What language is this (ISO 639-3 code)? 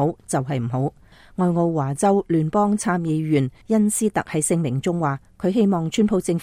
yue